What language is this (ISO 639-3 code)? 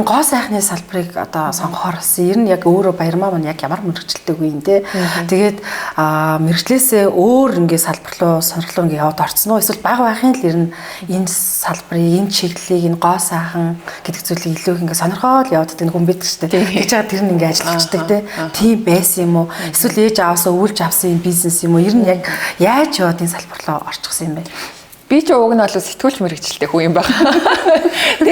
mon